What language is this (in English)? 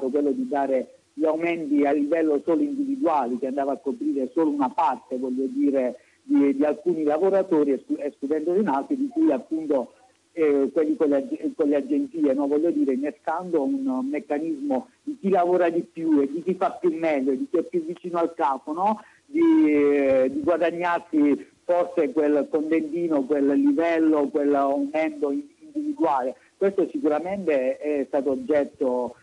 Italian